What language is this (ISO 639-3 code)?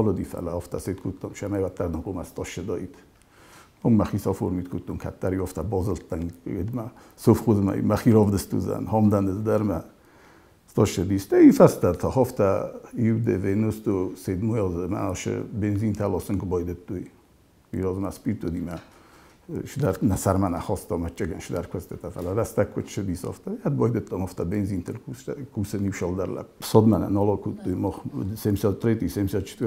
oss